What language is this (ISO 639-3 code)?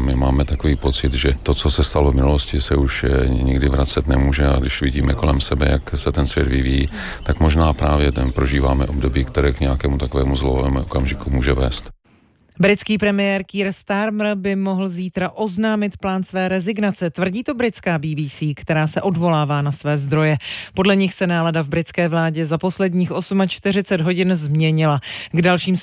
ces